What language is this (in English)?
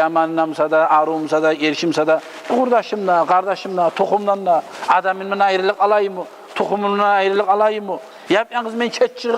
Kumyk